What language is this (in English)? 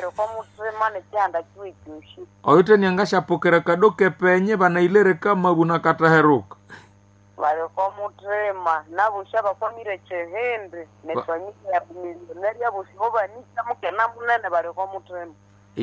Nande